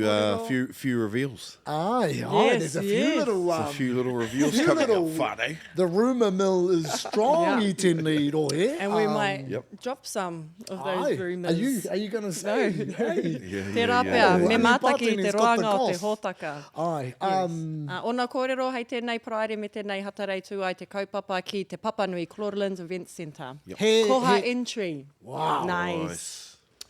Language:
Māori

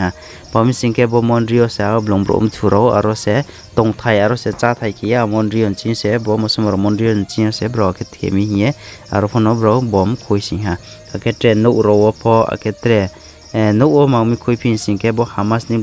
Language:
Riang (India)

